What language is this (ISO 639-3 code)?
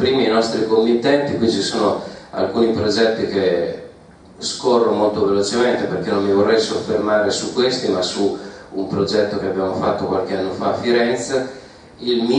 ita